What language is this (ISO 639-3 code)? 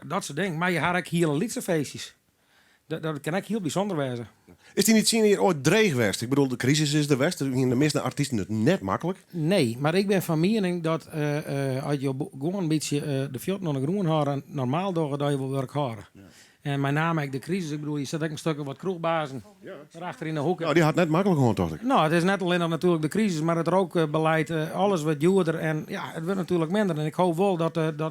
fry